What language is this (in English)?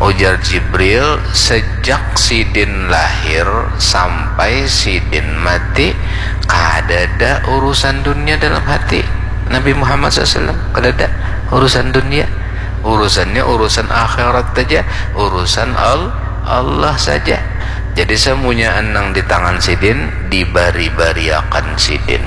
Banjar